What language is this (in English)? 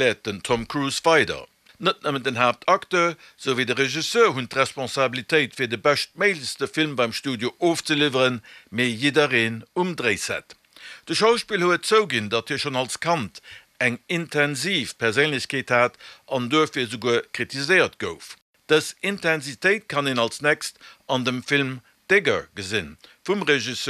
Luxembourgish